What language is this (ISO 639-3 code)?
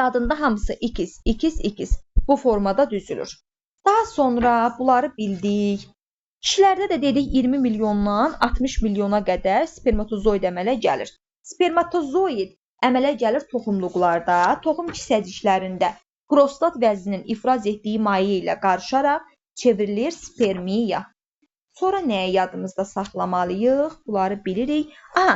aze